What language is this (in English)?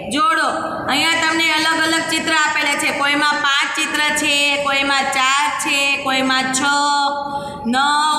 Gujarati